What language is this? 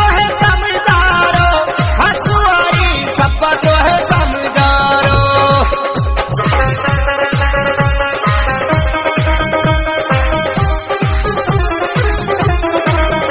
Bhojpuri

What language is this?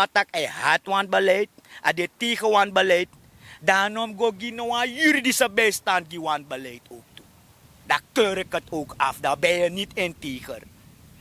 Sranan Tongo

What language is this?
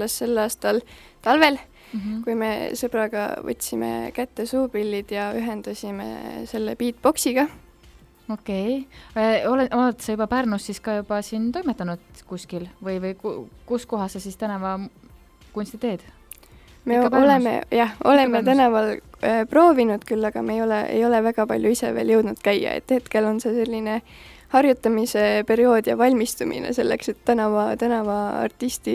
Estonian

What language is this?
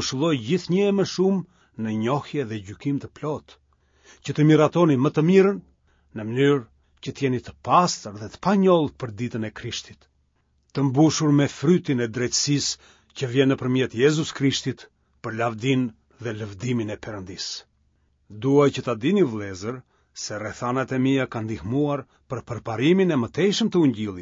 Albanian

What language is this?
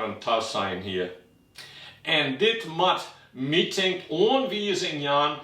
Western Frisian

